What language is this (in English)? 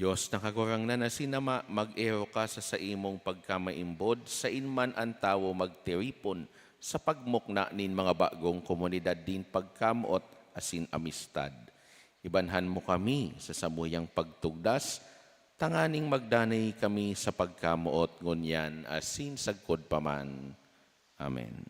Bikol